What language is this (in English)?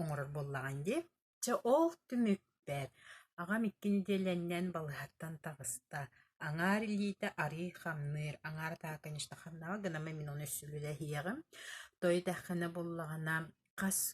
Yakut